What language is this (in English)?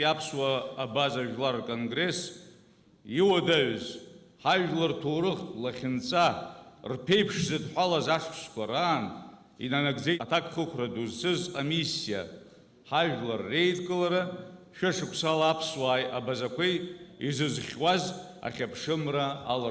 Abkhazian